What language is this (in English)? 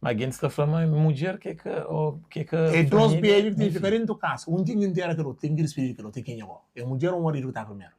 Kabuverdianu